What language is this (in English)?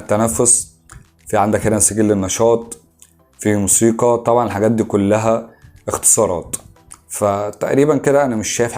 Egyptian Arabic